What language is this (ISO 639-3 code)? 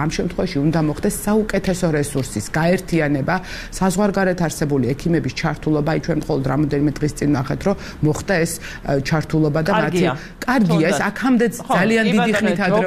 kat